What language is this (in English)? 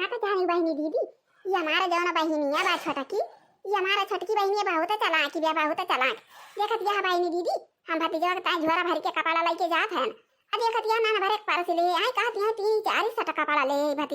Awadhi